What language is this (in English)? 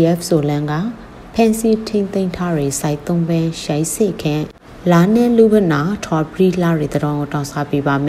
Burmese